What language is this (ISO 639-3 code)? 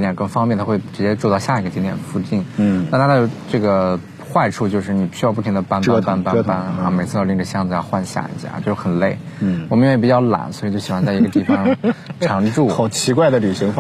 zho